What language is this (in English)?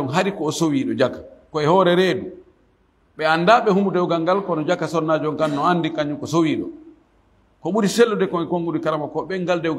Fula